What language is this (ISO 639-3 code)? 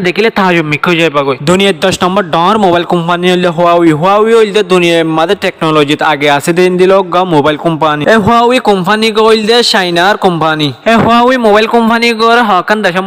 rhg